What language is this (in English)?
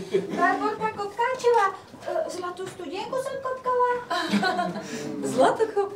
Slovak